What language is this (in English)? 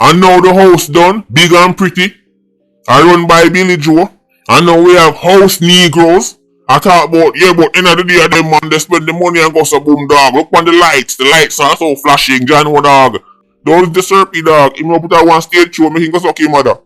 Jamaican Creole English